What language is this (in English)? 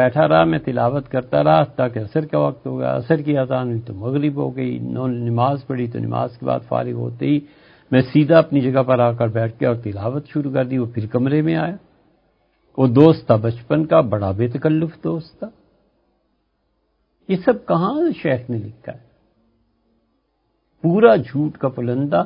Urdu